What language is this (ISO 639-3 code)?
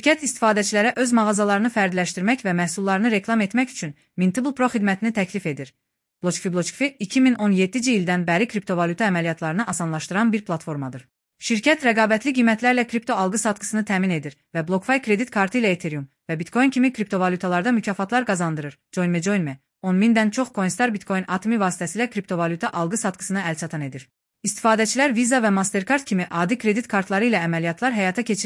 aze